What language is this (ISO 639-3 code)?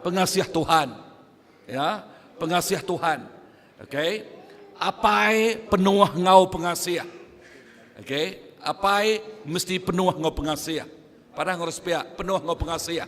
iba